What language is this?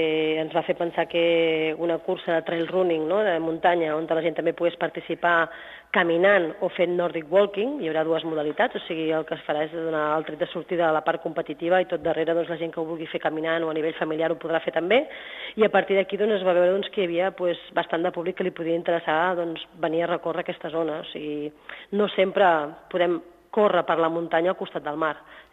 Catalan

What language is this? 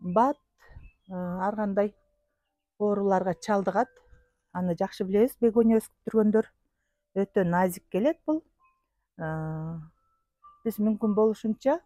Kyrgyz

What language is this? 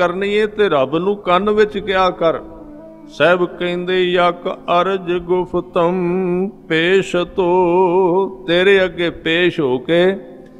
Punjabi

